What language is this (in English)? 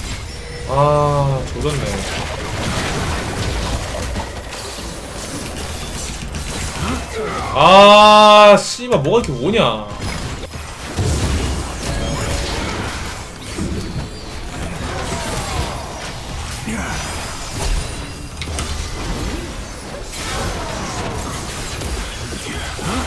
Korean